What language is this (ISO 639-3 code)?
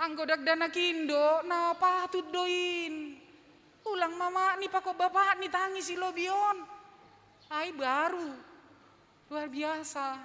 bts